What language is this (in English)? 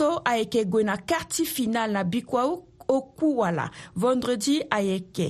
Sango